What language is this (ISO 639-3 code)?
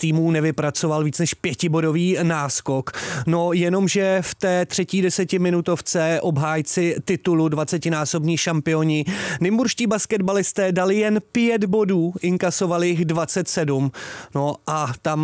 ces